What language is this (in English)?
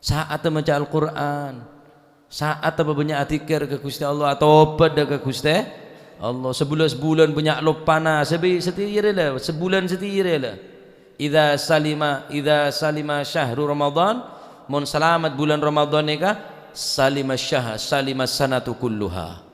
Madurese